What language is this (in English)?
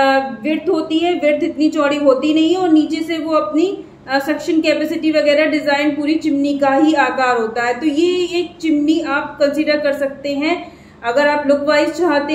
Hindi